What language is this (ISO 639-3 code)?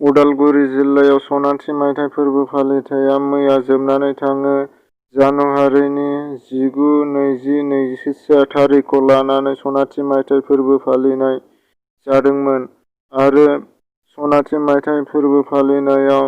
brx